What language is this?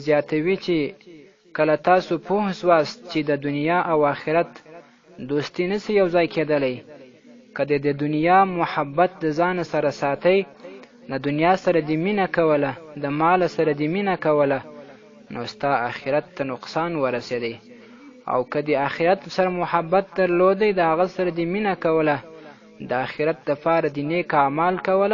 Pashto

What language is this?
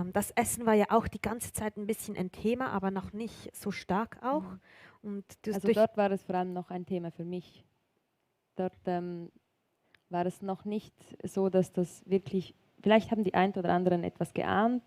Swiss German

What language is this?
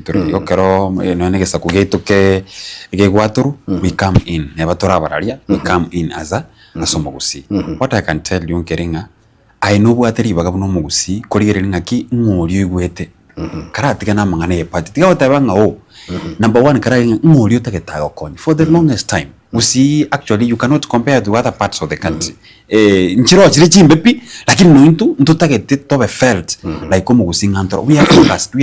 Gusii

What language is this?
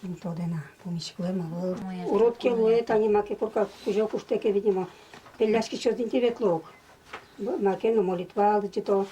Udmurt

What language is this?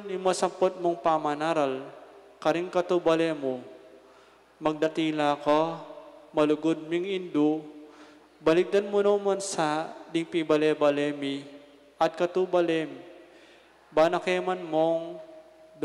Pampanga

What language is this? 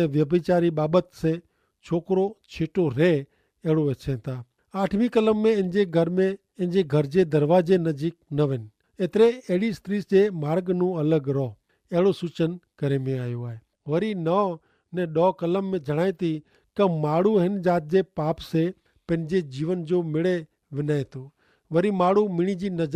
Kachhi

